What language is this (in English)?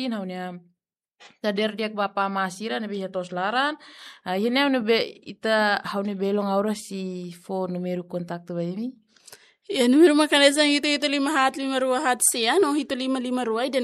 Tetum